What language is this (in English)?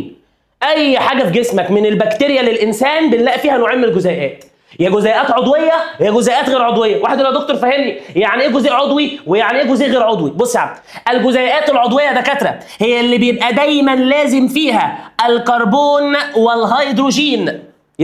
Egyptian Arabic